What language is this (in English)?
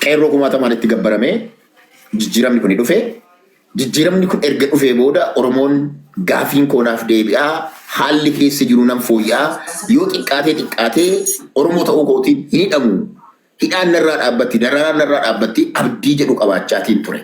Oromo